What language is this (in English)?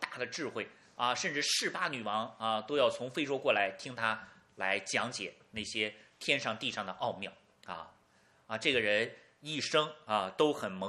Chinese